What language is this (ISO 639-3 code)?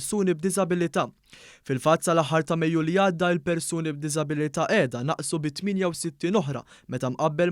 mlt